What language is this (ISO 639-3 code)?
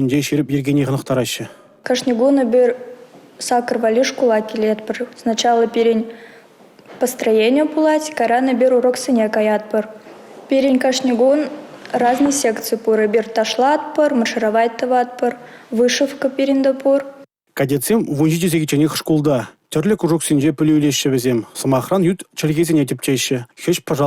chv